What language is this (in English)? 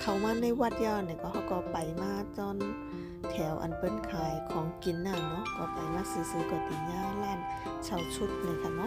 Shan